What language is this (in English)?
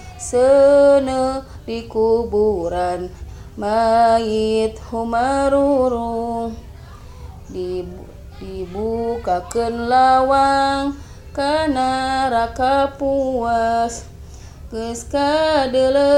Sundanese